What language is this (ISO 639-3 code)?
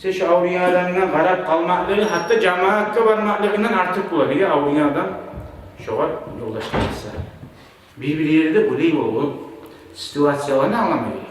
kum